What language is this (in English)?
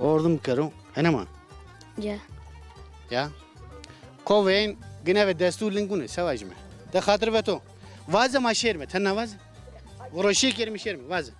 Zaza